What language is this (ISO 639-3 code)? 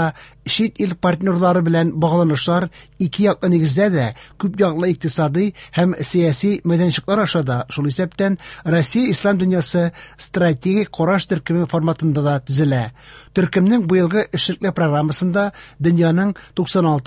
tat